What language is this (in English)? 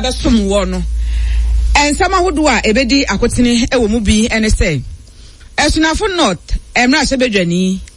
Akan